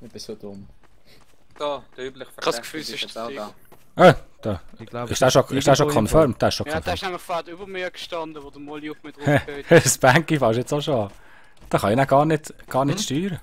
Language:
Swiss German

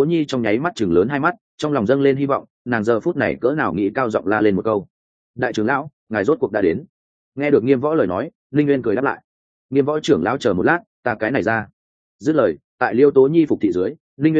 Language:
Vietnamese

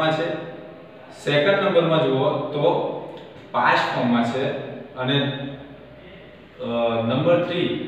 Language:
Gujarati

